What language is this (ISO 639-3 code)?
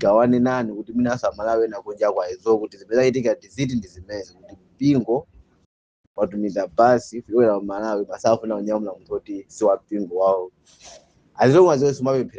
nya